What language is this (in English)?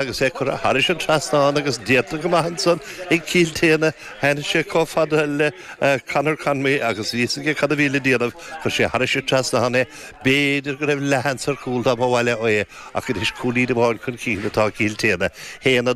Irish